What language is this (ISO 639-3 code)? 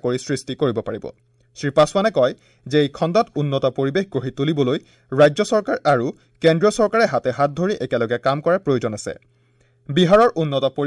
asm